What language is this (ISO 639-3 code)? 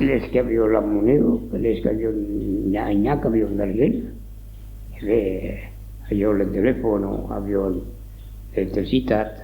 oci